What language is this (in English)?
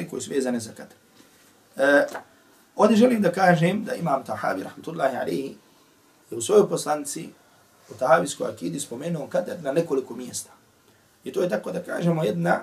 Bosnian